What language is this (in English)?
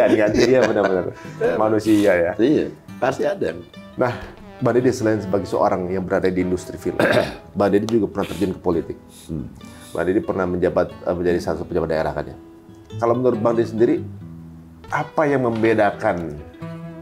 Indonesian